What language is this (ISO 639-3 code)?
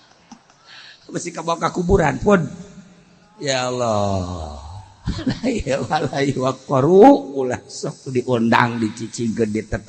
sun